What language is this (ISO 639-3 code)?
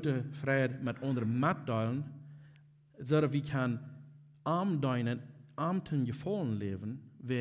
pdt